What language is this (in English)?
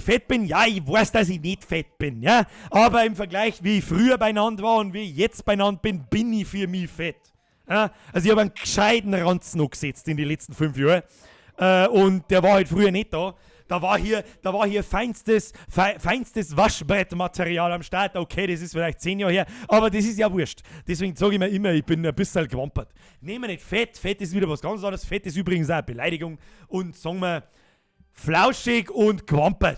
Bavarian